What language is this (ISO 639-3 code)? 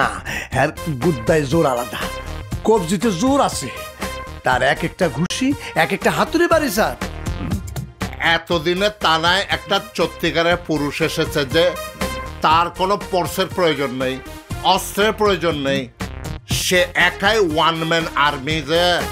ben